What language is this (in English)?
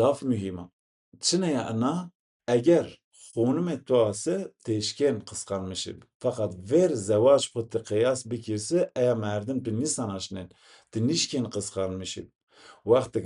Zaza